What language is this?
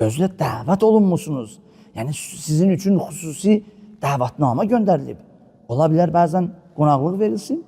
Azerbaijani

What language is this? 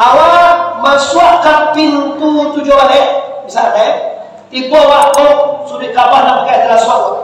Minangkabau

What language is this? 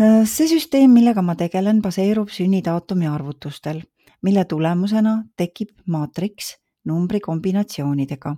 Estonian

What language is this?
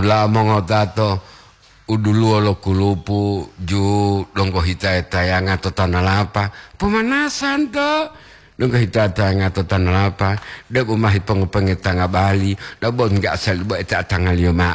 Gorontalo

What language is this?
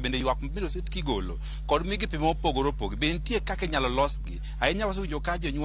Luo (Kenya and Tanzania)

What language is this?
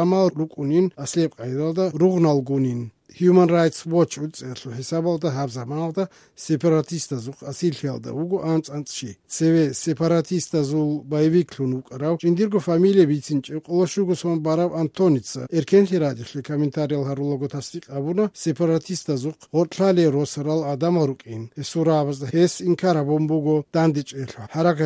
Avaric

